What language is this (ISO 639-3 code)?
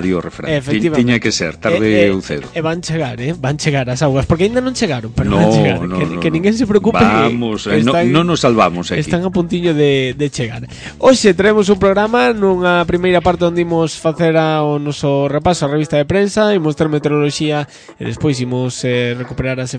glg